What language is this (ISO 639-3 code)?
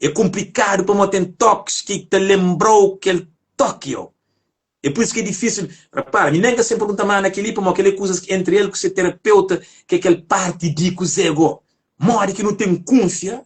kea